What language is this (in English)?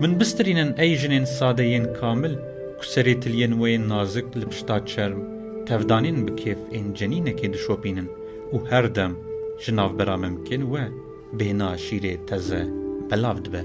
Kurdish